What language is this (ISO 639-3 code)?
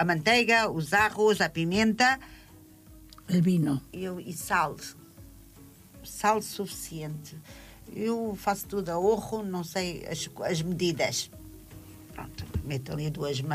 cat